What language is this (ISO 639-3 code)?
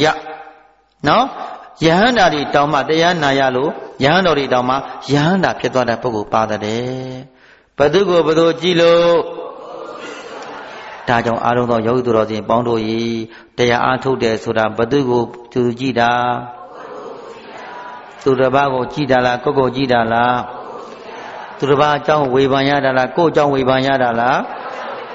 mya